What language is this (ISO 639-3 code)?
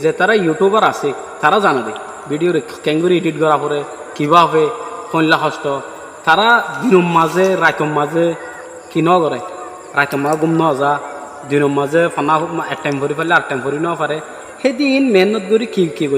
rhg